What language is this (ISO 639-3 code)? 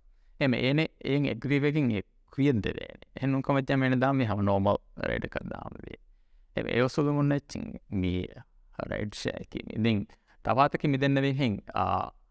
div